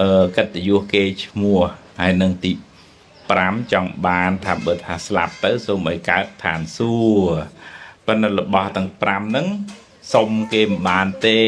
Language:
Khmer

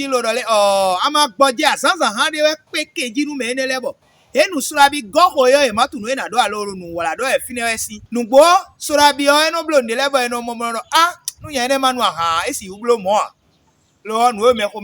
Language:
Fon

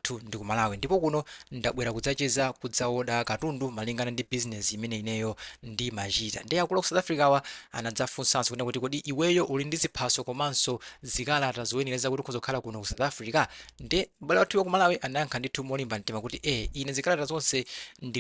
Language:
Nyanja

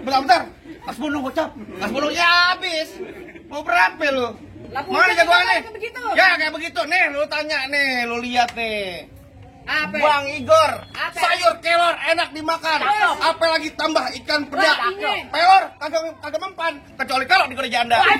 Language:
Betawi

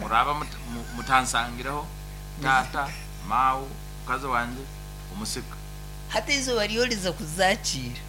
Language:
Nyankole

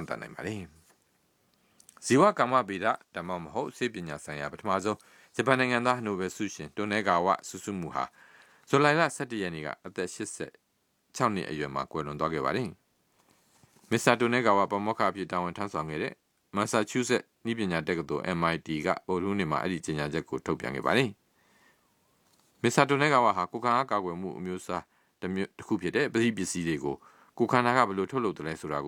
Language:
Burmese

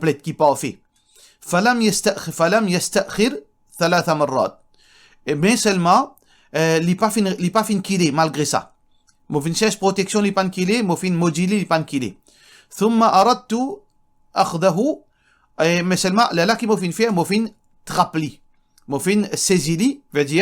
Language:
Morisyen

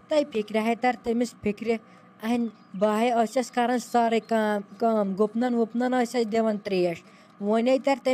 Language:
Kashmiri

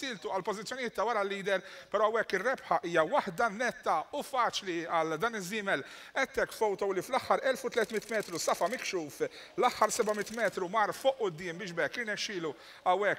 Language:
Maltese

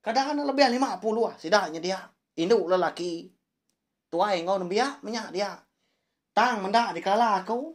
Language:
Iban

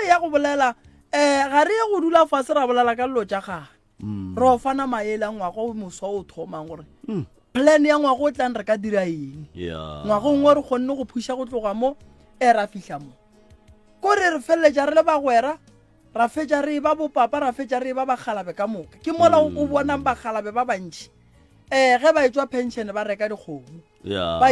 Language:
Northern Sotho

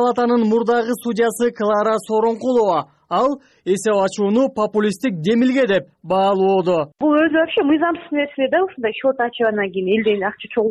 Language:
Kyrgyz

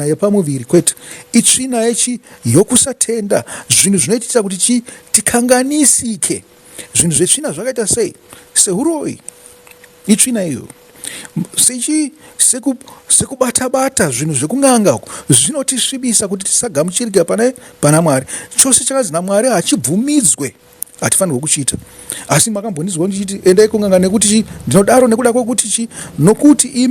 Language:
Shona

